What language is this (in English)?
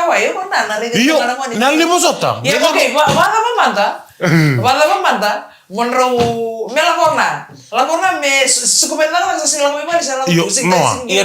Fijian